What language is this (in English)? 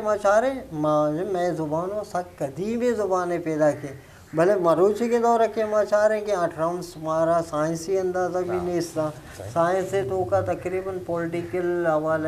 Eastern Balochi